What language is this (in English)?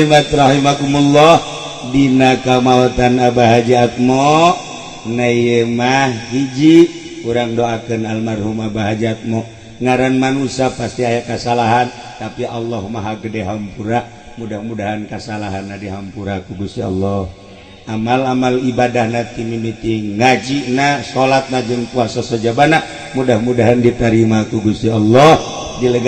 Sundanese